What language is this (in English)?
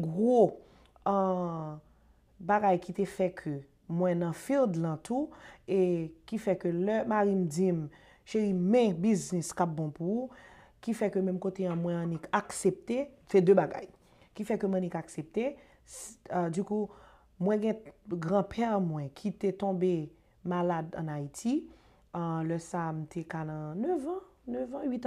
Haitian Creole